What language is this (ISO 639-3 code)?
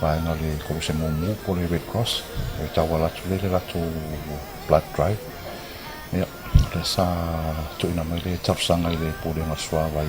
smo